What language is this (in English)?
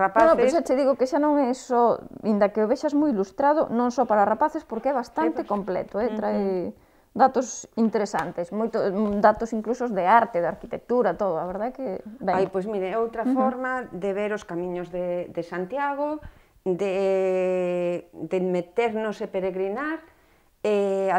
Galician